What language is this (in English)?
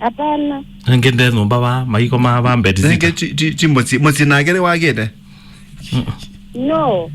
Kamba